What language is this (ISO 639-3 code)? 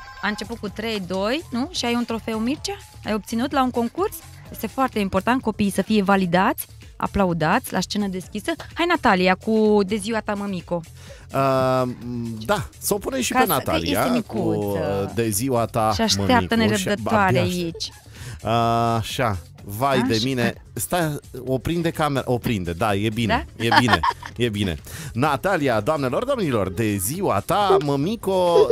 ron